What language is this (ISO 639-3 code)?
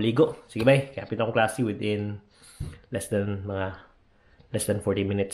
ceb